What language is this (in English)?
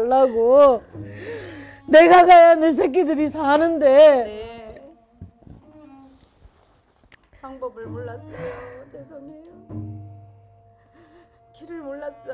Korean